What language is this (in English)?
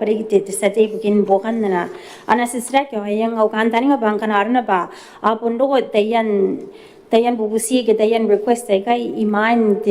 Gilbertese